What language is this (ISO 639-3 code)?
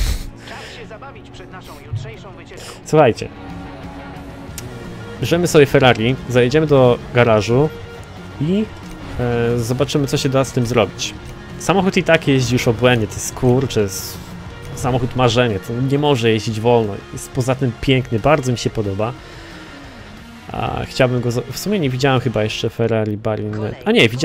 pol